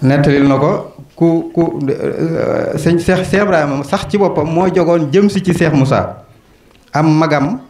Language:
Wolof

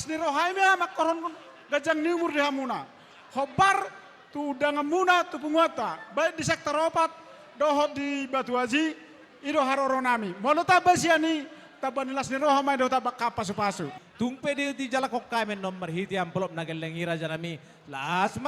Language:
Batak Toba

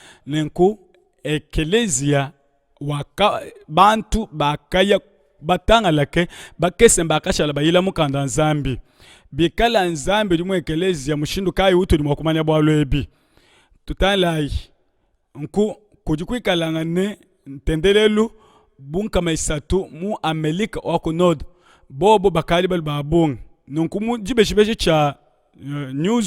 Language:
Luba-Lulua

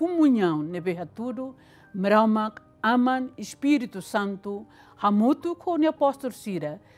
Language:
Tetum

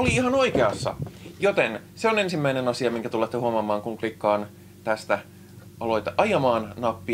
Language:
Finnish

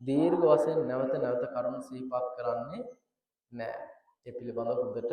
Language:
Sinhala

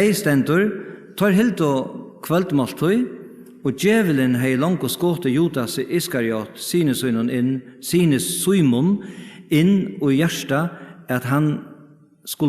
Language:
Faroese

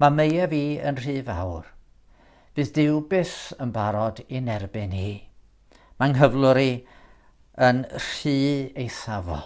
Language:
Welsh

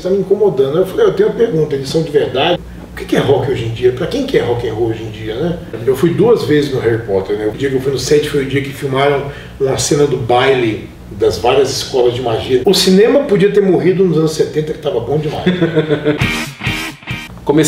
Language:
Portuguese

